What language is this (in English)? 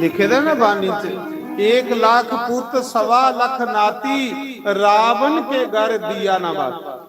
Dogri